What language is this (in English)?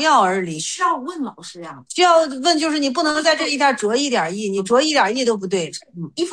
Chinese